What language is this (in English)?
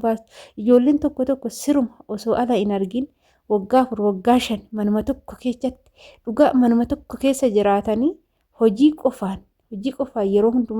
Oromo